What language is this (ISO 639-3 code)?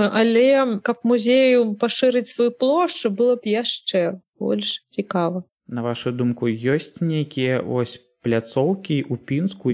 bel